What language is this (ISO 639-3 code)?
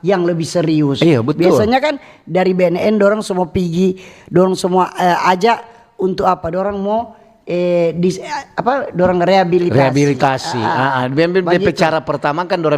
xmm